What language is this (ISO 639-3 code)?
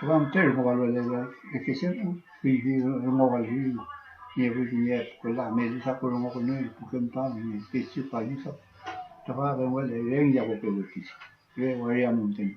arn